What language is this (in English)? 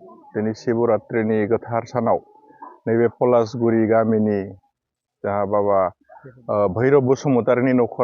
Bodo